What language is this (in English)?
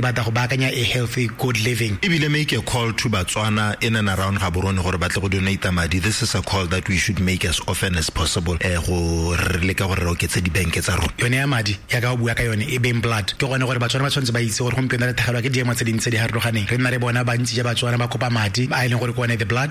Tswana